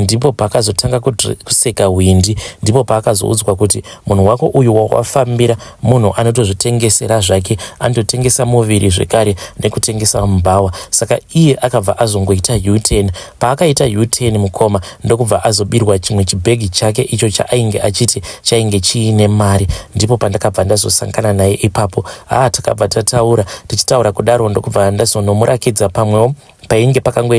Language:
Shona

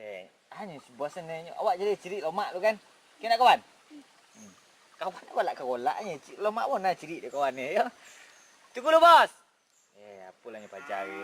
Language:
Minangkabau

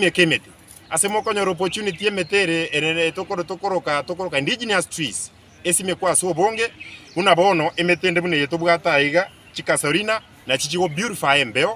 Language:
Gusii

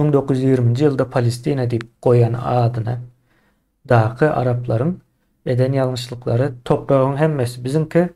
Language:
Turkmen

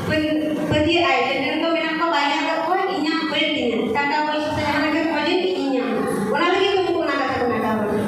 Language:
Santali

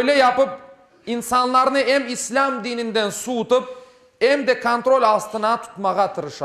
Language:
Crimean Tatar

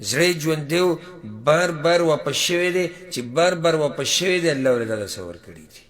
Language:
Pashto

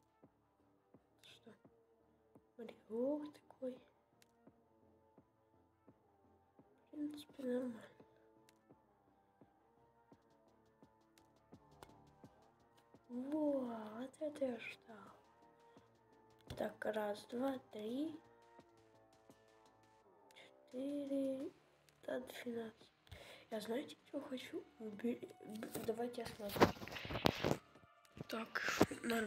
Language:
Russian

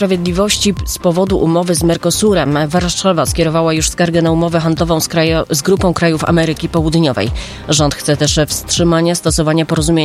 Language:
Polish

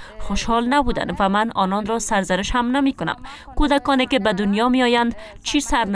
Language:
Persian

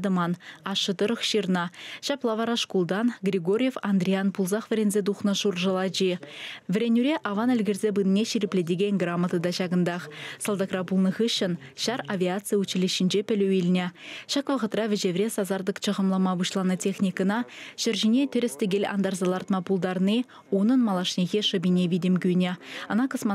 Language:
Chuvash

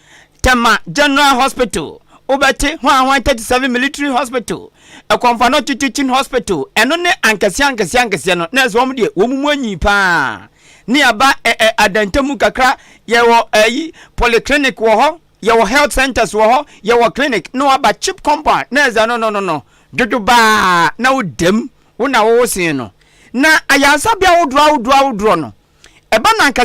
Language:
Akan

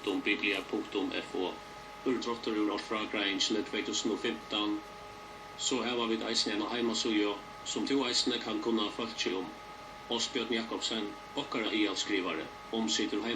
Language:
Faroese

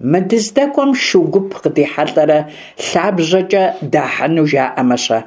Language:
Kabardian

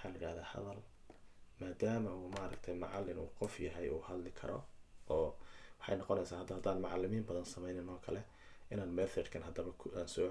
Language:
Somali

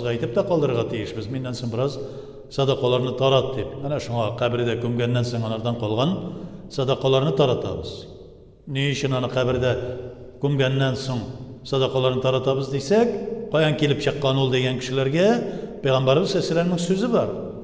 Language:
Tatar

